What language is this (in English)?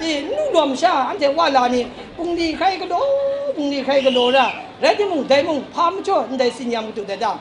Kachin